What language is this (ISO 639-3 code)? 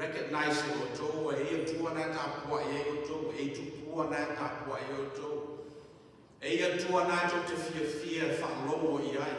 smo